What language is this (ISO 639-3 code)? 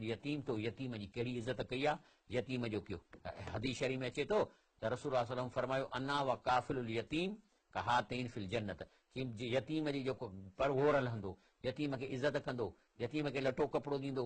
snd